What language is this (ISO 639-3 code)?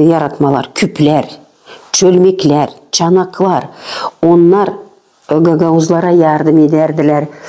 gag